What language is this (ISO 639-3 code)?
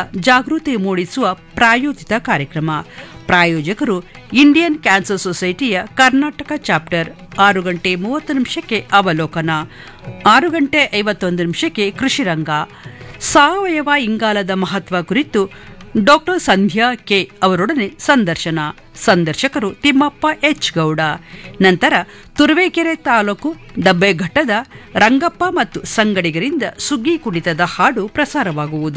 kan